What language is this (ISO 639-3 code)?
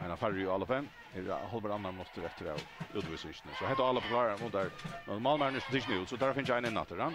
fao